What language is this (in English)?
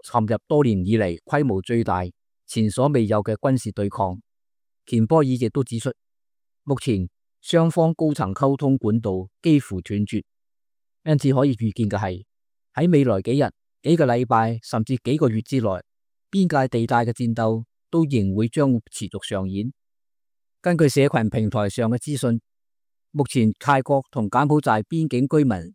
Cantonese